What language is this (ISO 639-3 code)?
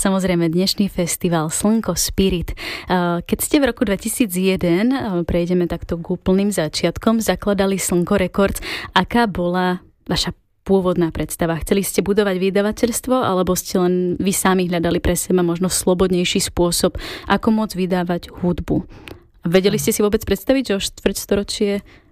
slk